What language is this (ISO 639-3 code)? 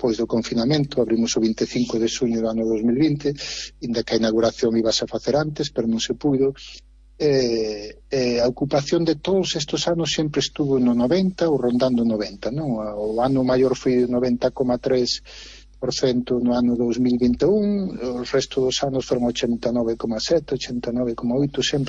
glg